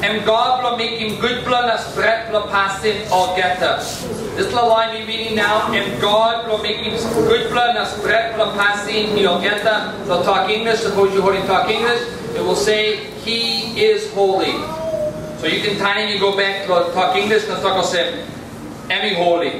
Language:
Tok Pisin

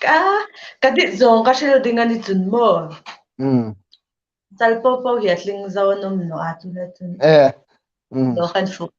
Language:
Hmar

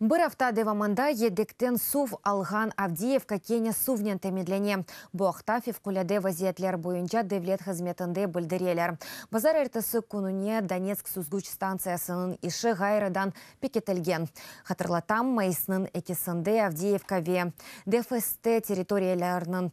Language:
Crimean Tatar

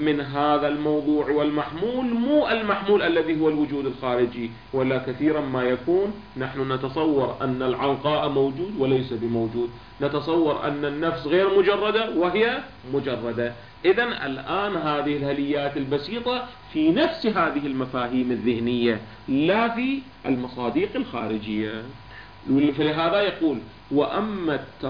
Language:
Arabic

